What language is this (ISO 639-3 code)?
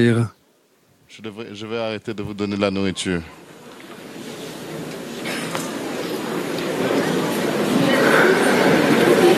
fra